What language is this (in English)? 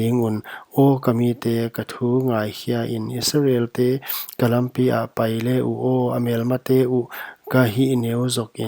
Paite Chin